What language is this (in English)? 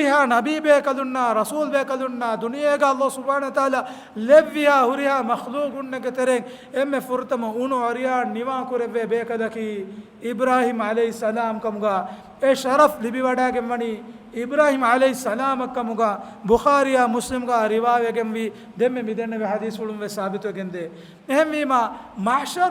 Divehi